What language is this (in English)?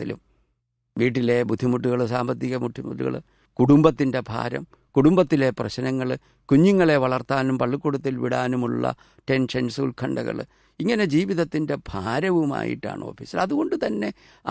Malayalam